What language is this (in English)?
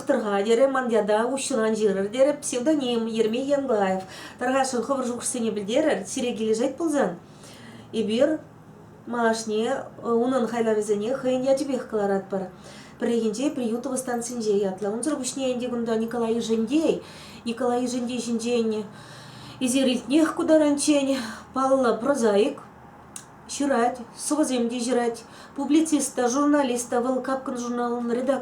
Chuvash